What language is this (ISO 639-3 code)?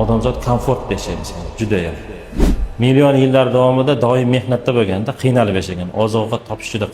uzb